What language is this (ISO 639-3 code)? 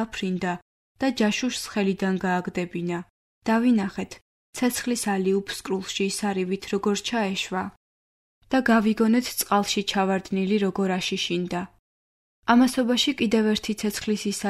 kat